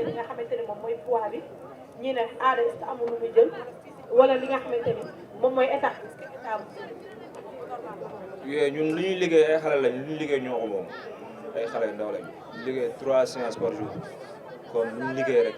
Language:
Wolof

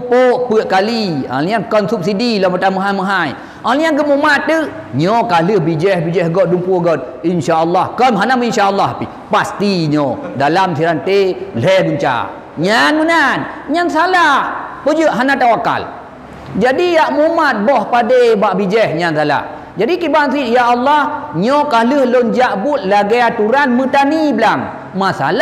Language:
Achinese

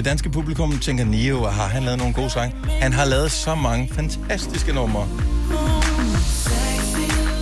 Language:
Danish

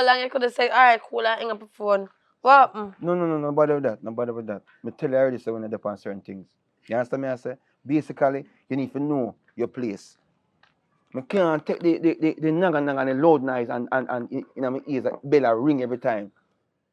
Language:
Jamaican Creole English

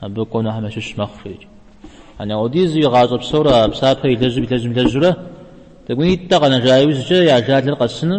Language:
Kabardian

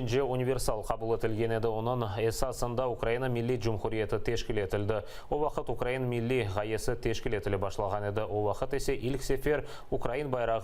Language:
Crimean Tatar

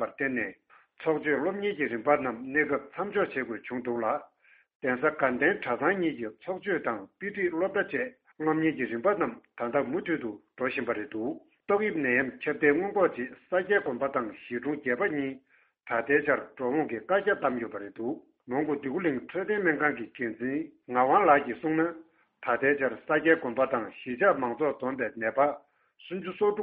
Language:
Tibetan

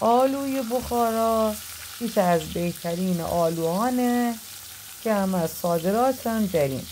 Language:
Gilaki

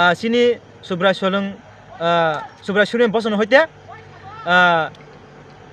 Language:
Kok Borok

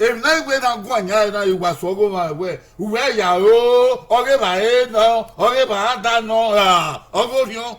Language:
Bini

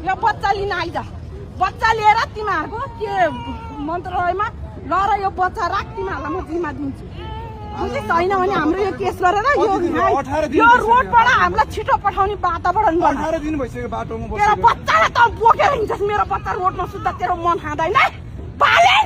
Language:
Nepali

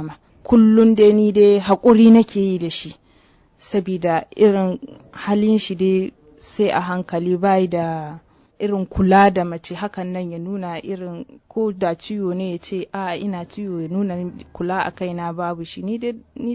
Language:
Hausa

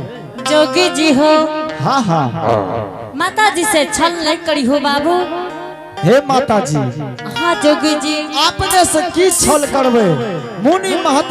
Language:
Angika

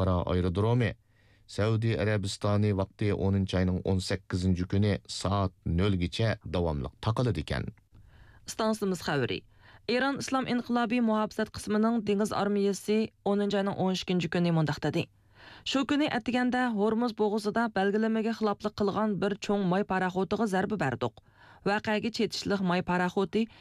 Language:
Uyghur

